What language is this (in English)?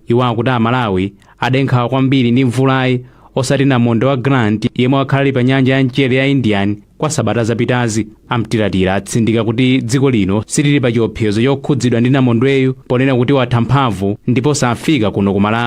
Nyanja